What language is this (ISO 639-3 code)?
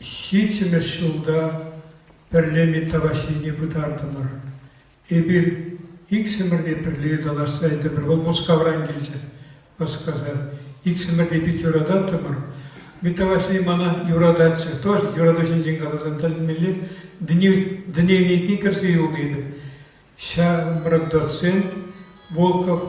chv